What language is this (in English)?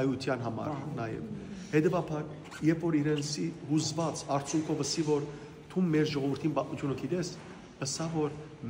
Western Armenian